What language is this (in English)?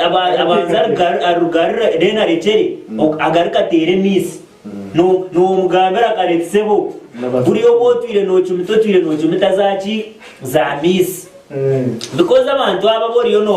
Nyankole